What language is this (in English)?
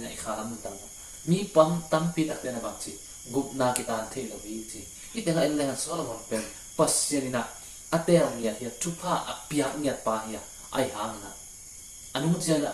Tedim Chin